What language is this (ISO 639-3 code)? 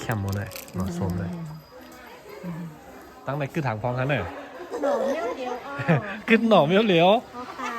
shn